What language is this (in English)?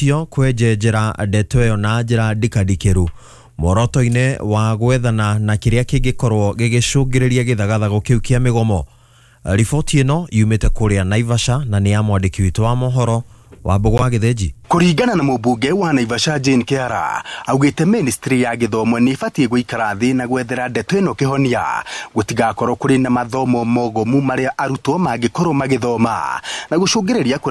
Kikuyu